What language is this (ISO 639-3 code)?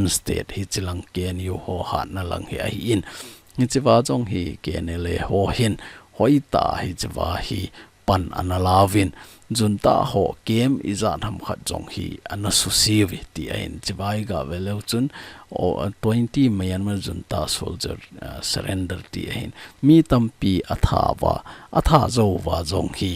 tcz